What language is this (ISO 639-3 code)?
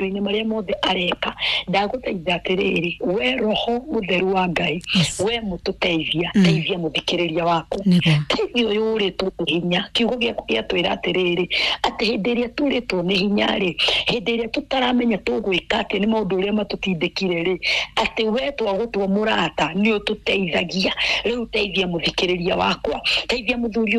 kik